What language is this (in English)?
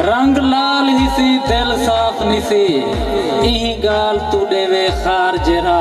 Saraiki